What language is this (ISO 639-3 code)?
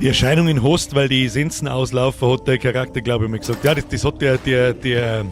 bar